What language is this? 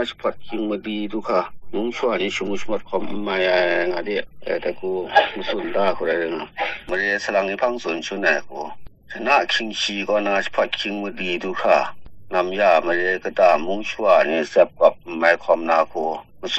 Kachin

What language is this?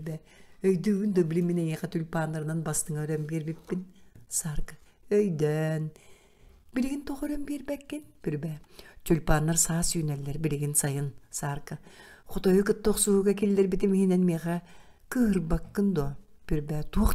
Yakut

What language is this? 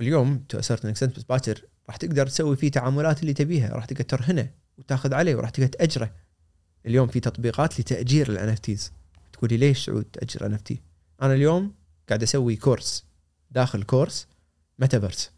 Gulf Arabic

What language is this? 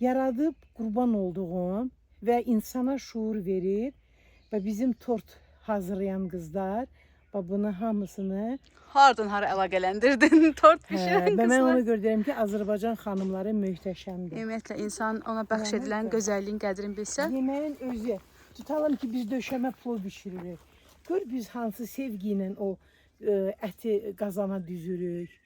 Azerbaijani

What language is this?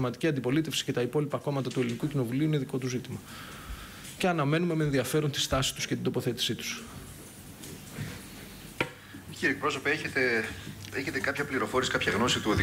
Greek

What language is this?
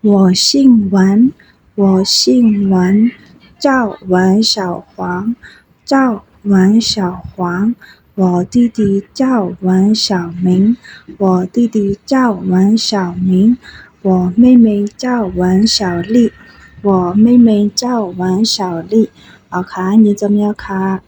Shan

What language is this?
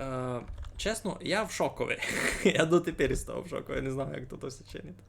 Rusyn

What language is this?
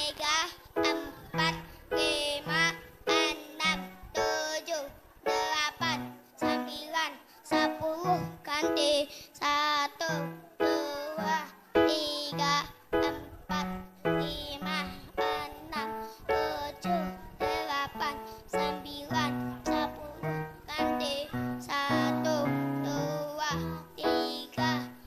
Indonesian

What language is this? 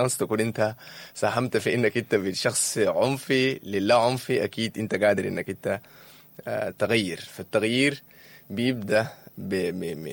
Sudanese Arabic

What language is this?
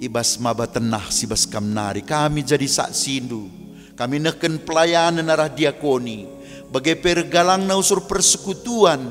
Batak Karo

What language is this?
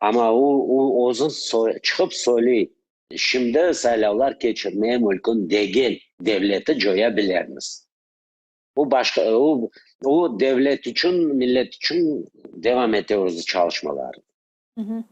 Crimean Tatar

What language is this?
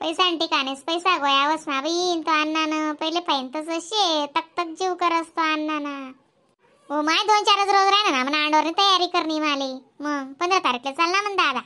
Khandesi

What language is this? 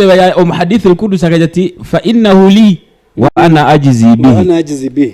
Nyankole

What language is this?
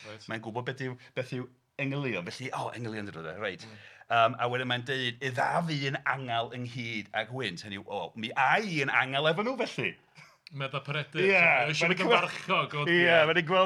Welsh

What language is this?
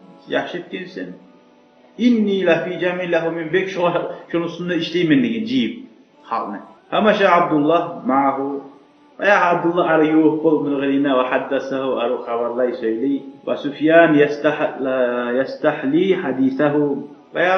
Kumyk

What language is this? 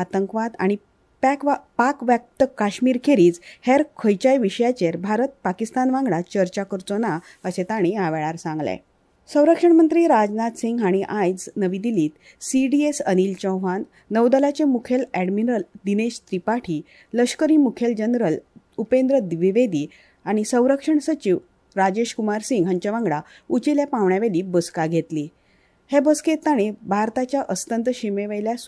Konkani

